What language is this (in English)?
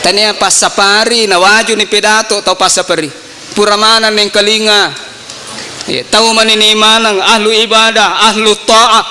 Buginese